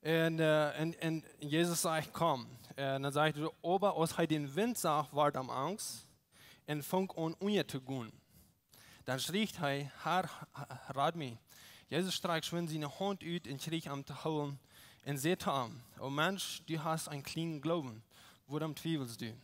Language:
Plautdietsch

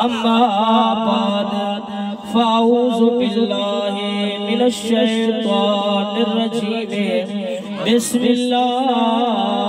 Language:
Saraiki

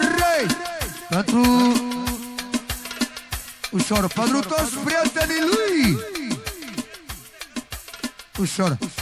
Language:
Romanian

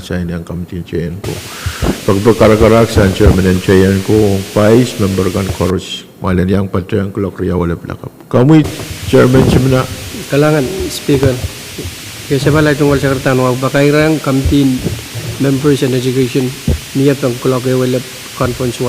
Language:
Pohnpeian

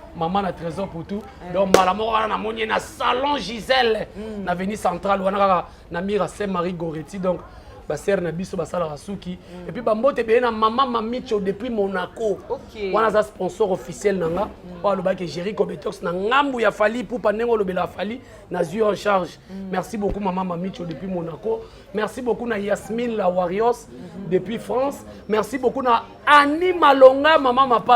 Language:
Lingala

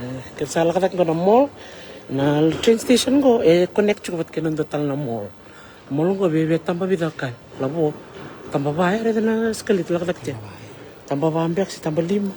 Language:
Fijian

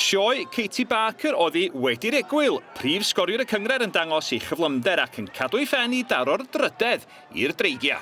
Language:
Welsh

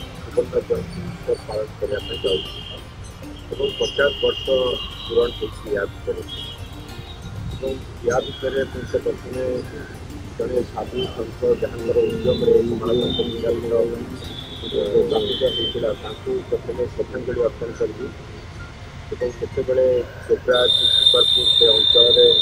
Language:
Odia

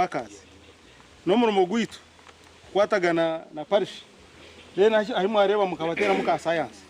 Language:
Nyankole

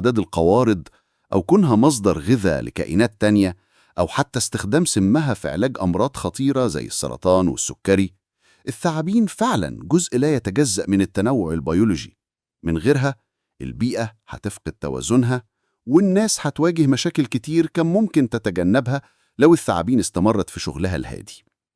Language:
Egyptian Arabic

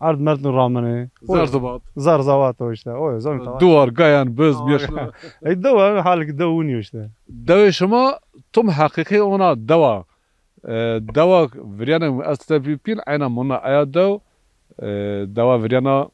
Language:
Zaza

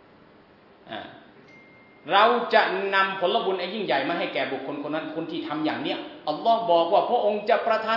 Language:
Thai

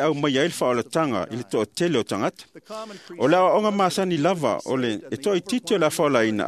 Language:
Samoan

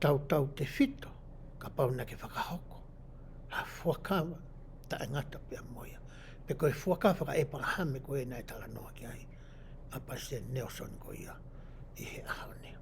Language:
Tongan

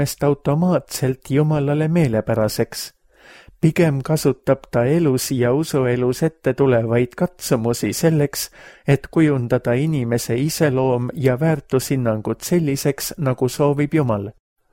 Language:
Estonian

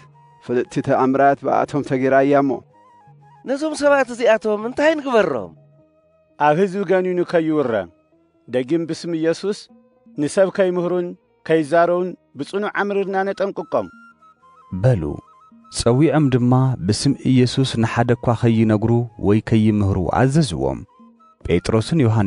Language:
Tigrinya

